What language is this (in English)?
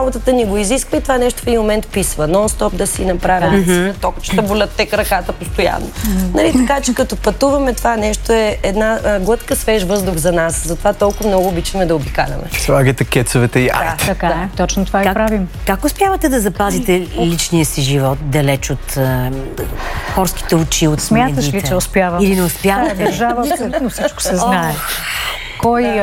Bulgarian